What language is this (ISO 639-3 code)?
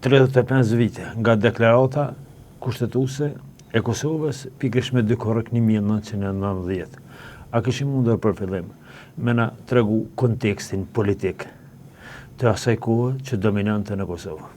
sqi